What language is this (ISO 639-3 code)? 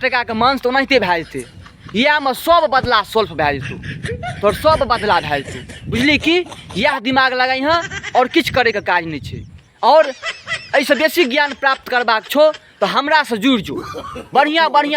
mai